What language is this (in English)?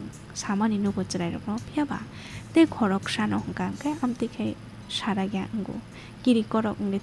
Kok Borok